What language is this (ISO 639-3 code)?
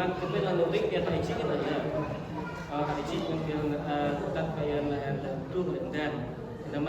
cmo